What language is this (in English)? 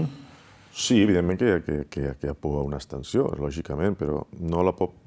Catalan